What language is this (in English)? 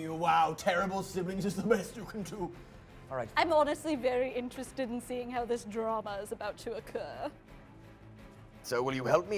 English